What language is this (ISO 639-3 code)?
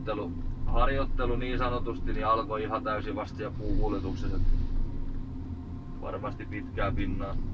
fin